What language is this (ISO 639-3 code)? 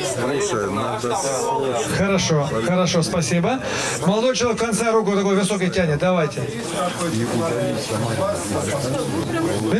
rus